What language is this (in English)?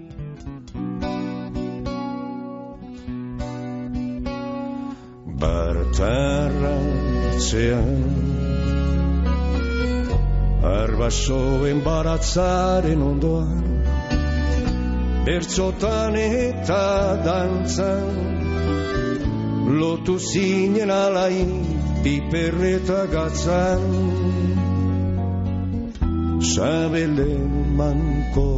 Basque